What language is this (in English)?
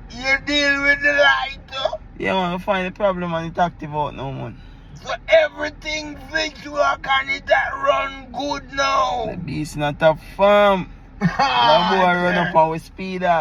Jamaican Creole English